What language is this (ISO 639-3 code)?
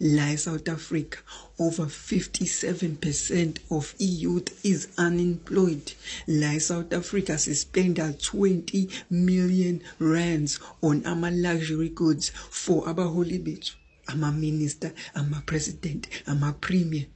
zul